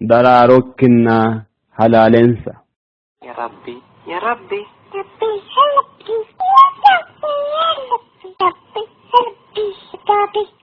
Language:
Sidamo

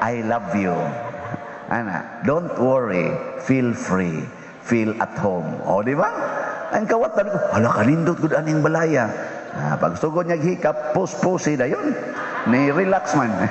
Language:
Cebuano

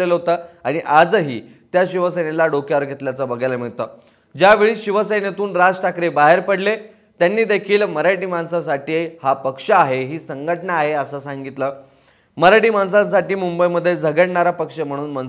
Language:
Marathi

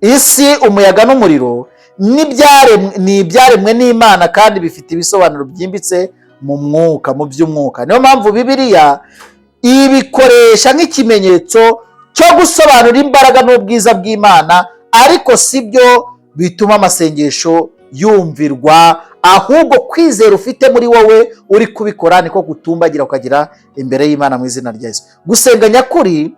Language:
Kinyarwanda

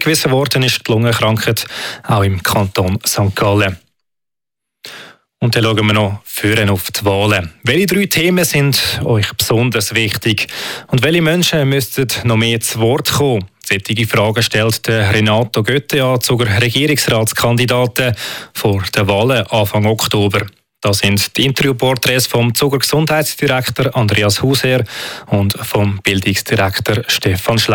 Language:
German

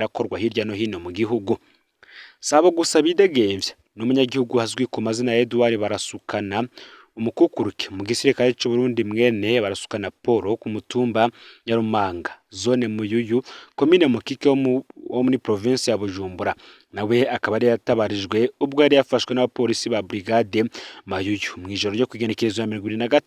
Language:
Rundi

